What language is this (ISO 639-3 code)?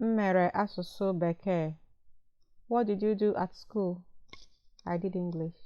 ibo